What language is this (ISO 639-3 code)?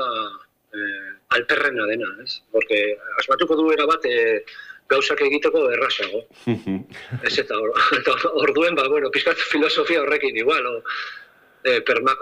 eus